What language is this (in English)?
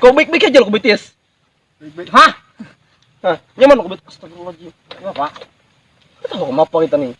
Banjar